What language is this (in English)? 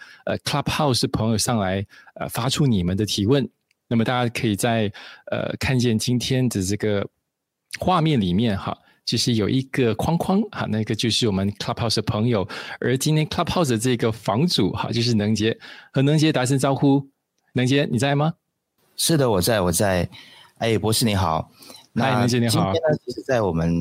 Chinese